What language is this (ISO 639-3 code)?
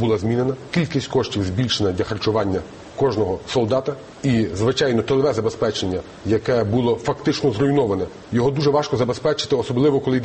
ukr